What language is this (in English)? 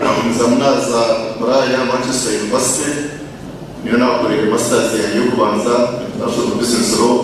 Nyankole